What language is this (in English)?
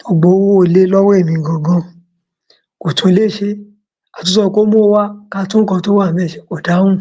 Yoruba